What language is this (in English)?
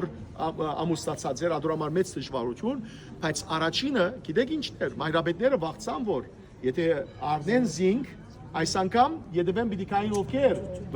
Western Armenian